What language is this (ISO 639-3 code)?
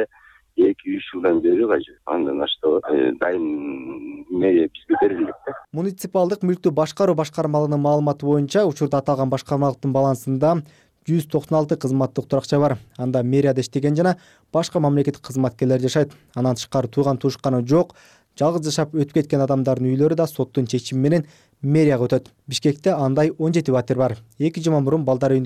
kir